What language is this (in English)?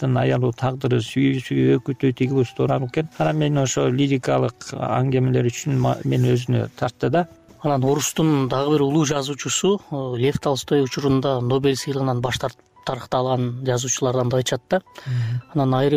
Kyrgyz